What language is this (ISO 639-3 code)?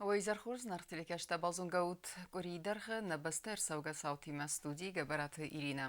oss